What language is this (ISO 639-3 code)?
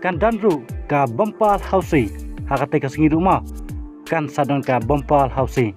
kha